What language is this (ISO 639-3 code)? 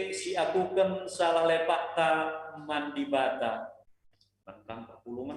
btx